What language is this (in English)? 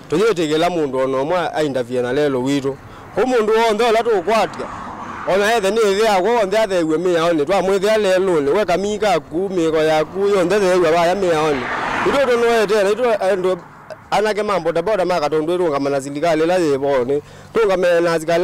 Kamba